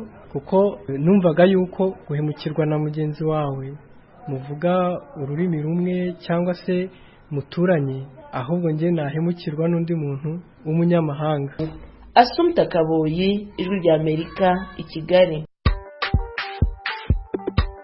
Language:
Kinyarwanda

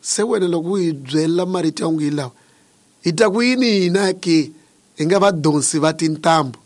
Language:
Tsonga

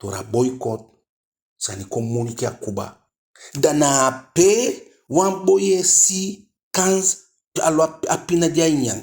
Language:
Eastern Maroon Creole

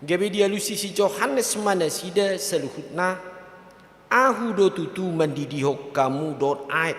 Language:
Batak Toba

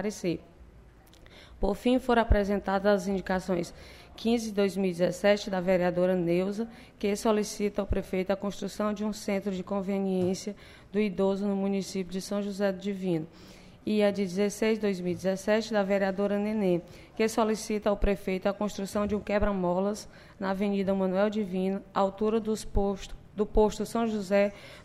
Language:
Portuguese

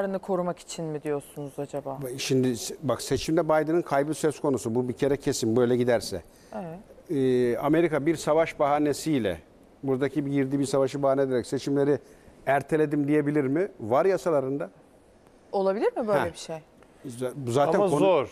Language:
Turkish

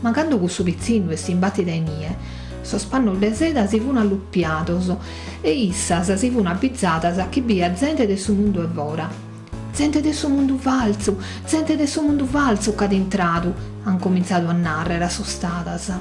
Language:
Sardinian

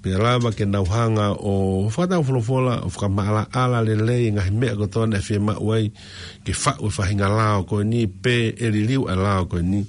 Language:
Tongan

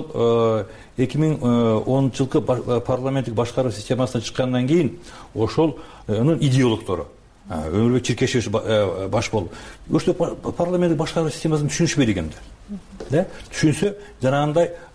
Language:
Kyrgyz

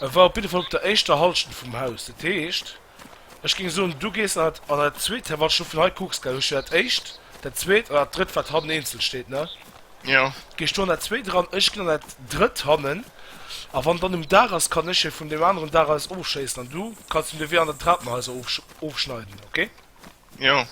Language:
Luxembourgish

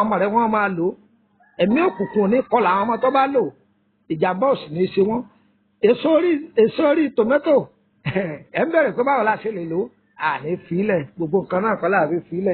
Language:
Yoruba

